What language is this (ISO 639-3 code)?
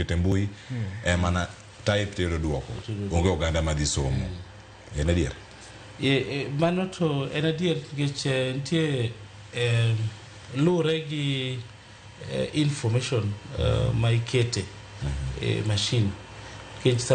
luo